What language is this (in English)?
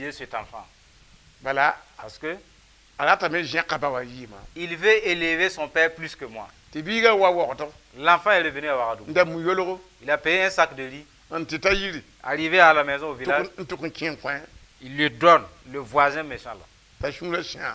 Mossi